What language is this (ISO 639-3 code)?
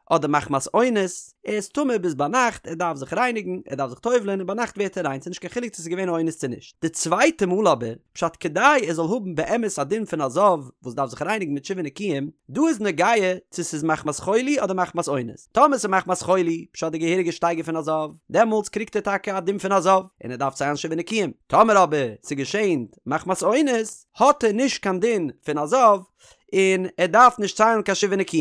yid